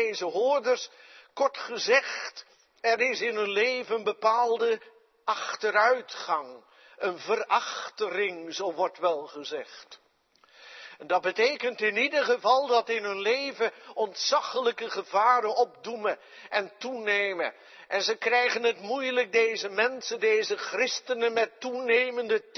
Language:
Dutch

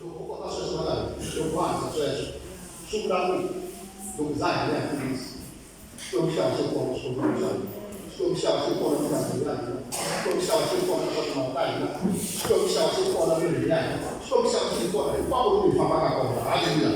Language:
Tsonga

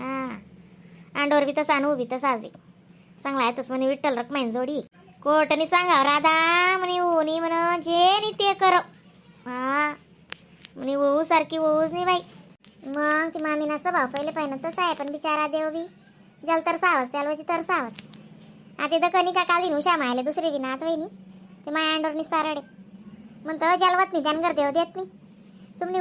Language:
Khandesi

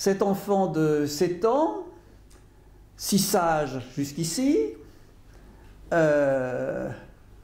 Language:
French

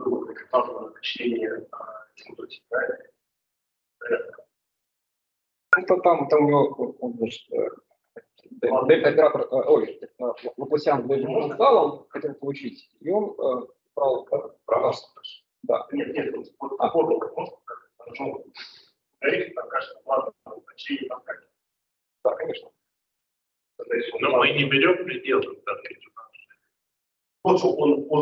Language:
Russian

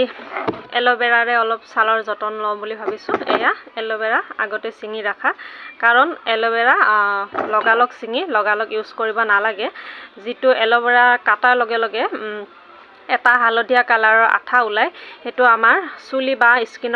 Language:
Assamese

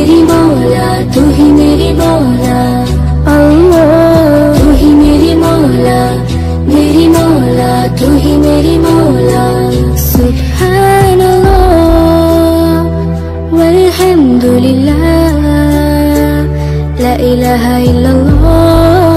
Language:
Hindi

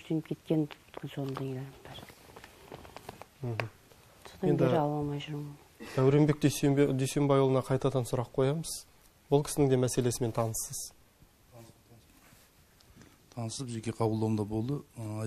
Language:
Kazakh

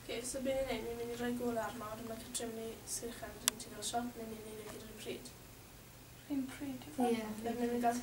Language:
Welsh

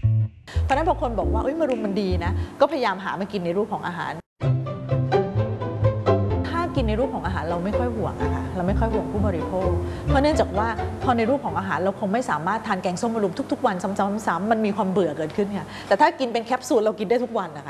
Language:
Thai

